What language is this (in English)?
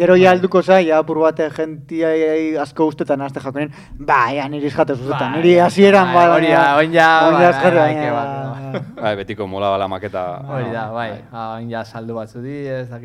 Basque